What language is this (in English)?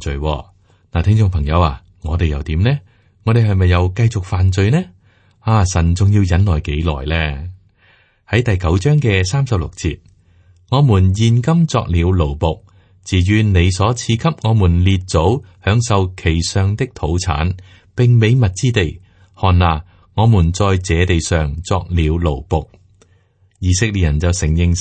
Cantonese